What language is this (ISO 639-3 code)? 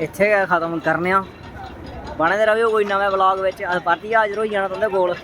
doi